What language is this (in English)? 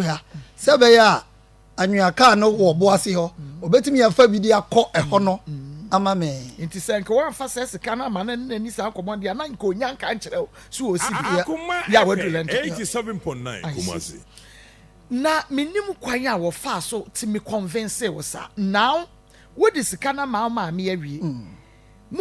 Akan